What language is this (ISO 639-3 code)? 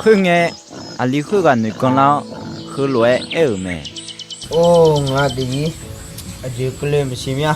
ahk